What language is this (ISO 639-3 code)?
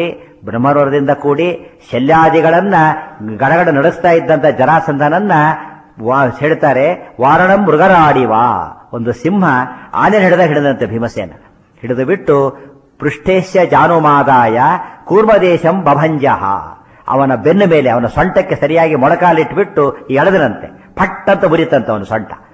kan